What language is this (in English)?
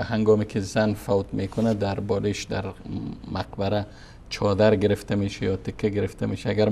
Persian